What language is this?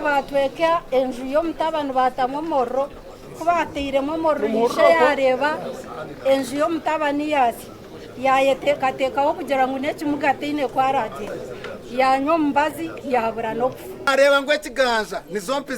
Nyankole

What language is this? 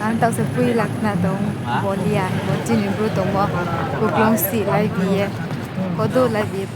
Riang (India)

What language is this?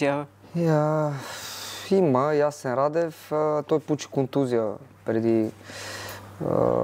Bulgarian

